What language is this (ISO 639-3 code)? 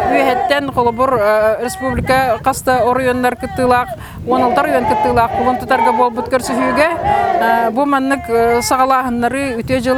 sah